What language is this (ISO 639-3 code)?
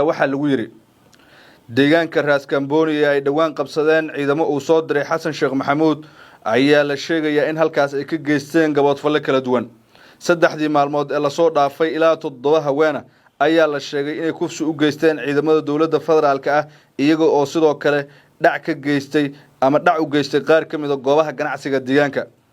som